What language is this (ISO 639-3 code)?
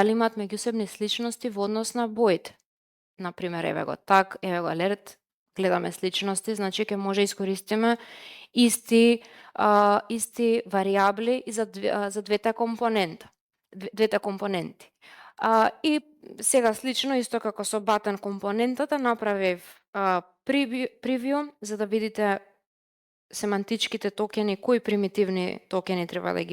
mkd